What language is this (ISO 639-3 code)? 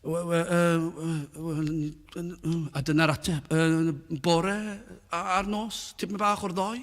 cym